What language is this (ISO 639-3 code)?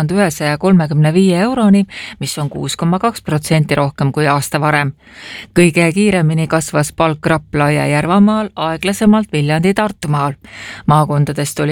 est